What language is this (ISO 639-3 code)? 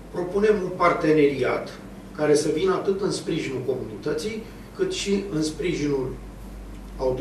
ron